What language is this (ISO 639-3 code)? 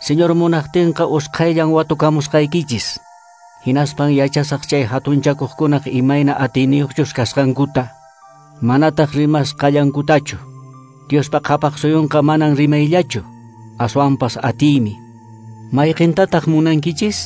que